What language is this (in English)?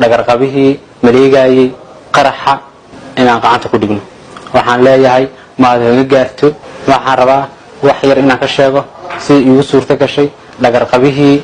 Somali